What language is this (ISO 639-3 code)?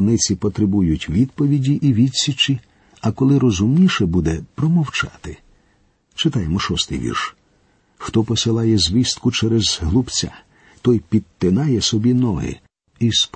ukr